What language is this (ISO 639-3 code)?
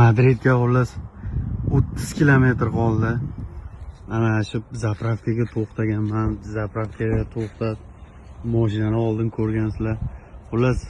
uzb